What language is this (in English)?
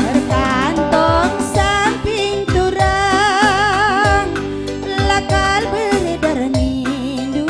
Batak Karo